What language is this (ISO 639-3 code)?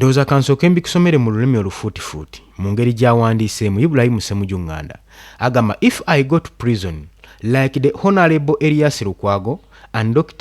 lug